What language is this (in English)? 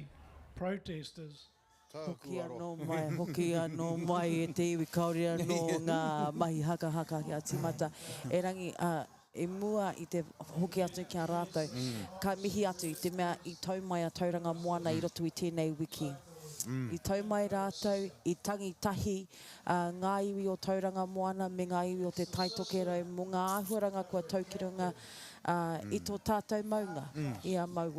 Māori